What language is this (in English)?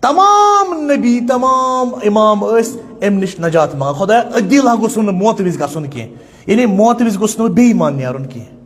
Kashmiri